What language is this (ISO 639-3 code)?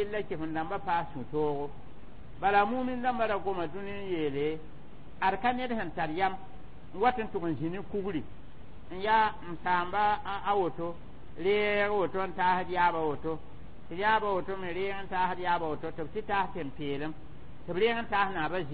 mos